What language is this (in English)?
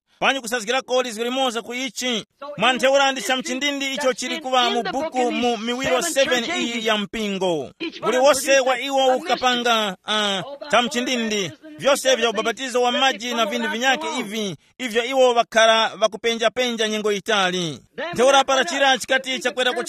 Tumbuka